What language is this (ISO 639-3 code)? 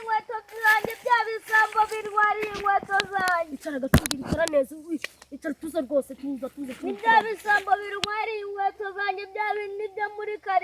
kin